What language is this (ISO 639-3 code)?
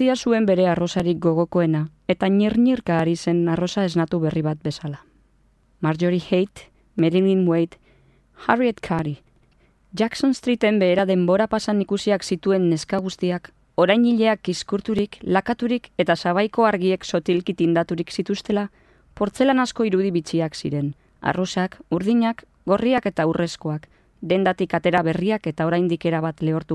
eus